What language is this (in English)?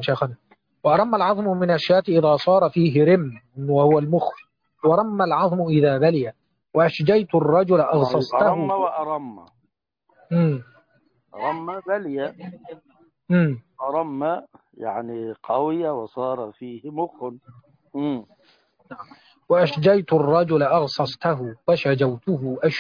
Arabic